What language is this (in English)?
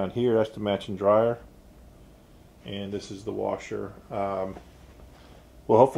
English